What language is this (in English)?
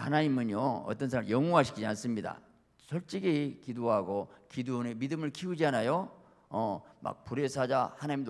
Korean